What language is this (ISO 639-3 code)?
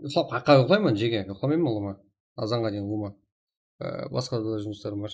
kaa